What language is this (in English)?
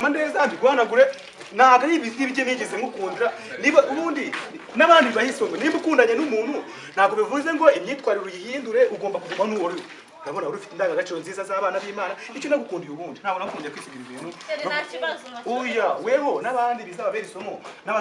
Kinyarwanda